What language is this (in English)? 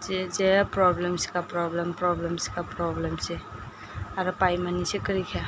Kok Borok